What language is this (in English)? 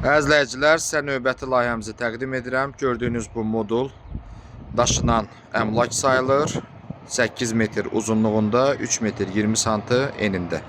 Azerbaijani